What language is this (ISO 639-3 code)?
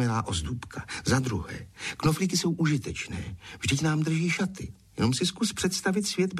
ces